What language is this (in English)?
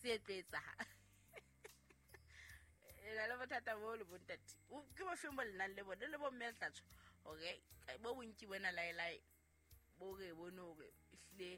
Southern Sotho